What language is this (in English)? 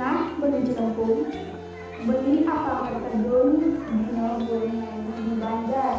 Balinese